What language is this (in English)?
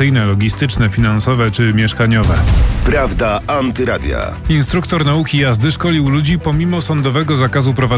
Polish